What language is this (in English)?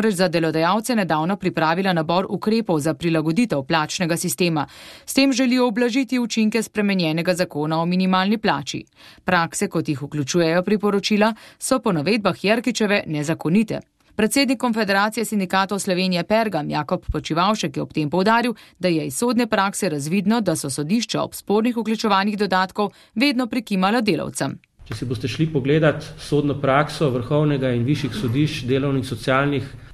Slovenian